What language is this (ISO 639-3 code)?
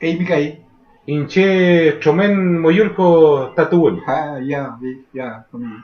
arn